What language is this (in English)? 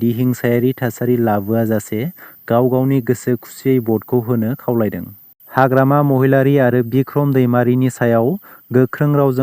Bodo